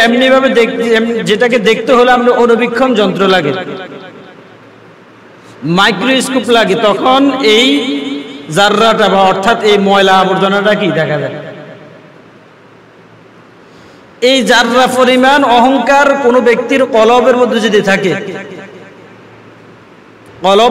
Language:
Bangla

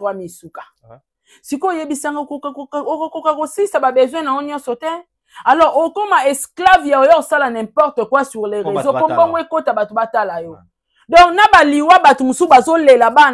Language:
Lingala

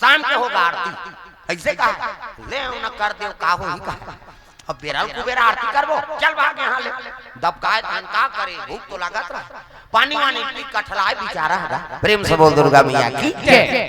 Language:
Chhattisgarhi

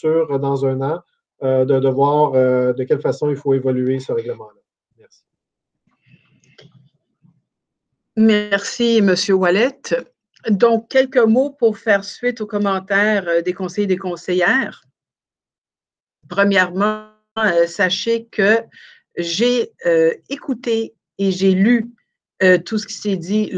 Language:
French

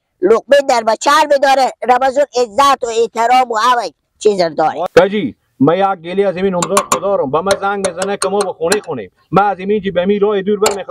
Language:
Persian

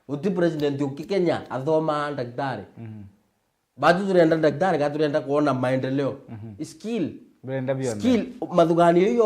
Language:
Meru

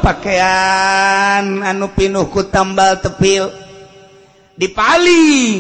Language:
Sundanese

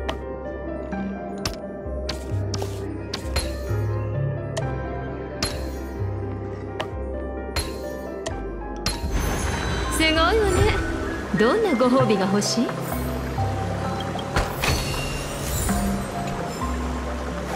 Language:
Japanese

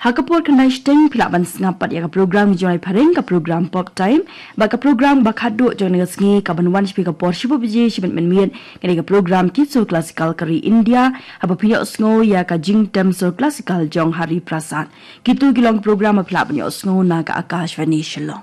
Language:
Khasi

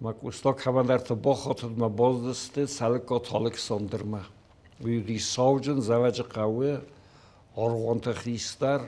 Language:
Ossetic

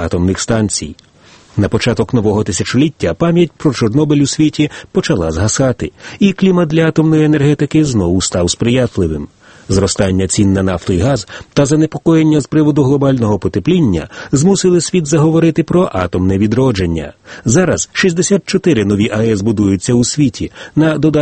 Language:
Ukrainian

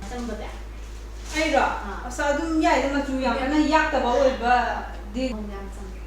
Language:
Manipuri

